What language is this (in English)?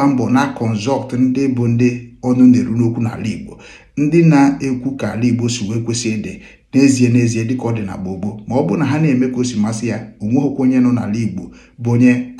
Igbo